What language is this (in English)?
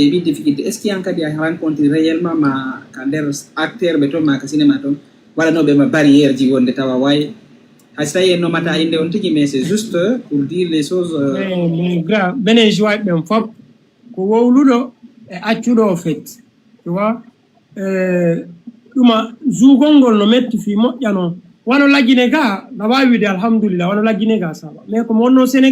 Fula